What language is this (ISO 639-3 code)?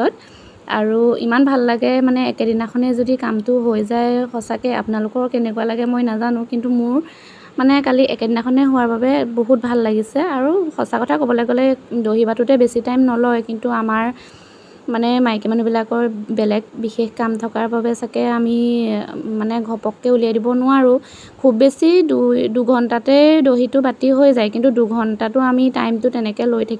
asm